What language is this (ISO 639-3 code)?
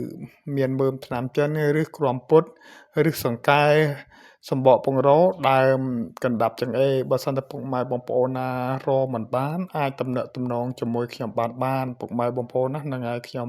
khm